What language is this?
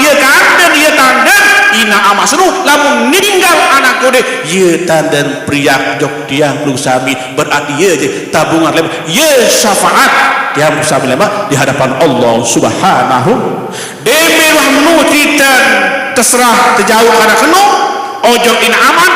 Sasak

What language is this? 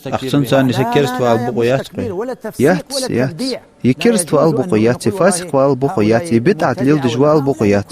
Ingush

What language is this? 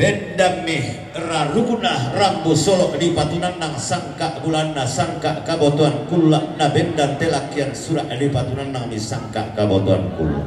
Toraja-Sa'dan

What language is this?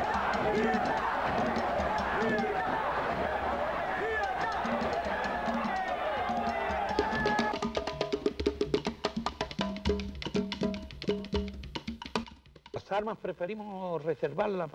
Spanish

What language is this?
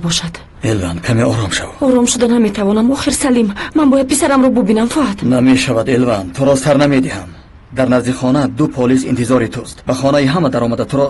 Tajik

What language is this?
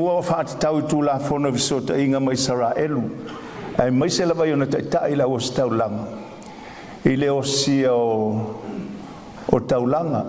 Samoan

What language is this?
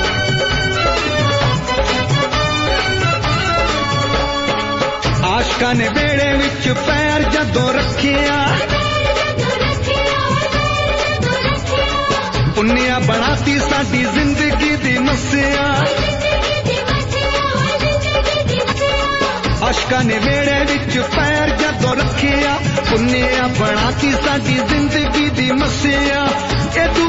Punjabi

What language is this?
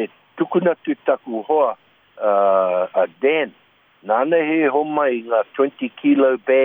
Māori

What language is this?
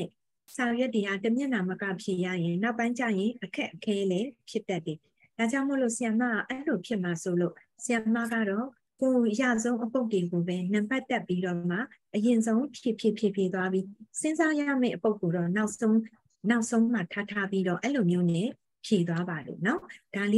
Burmese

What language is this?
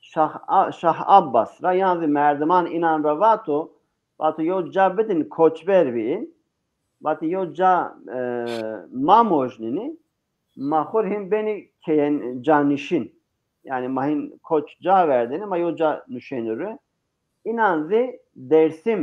Zaza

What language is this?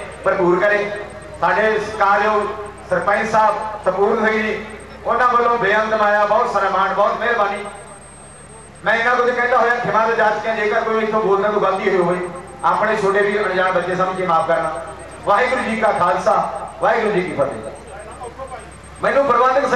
Punjabi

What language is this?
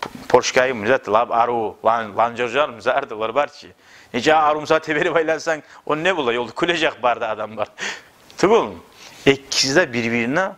Kumyk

